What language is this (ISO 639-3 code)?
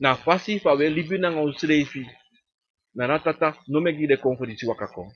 srn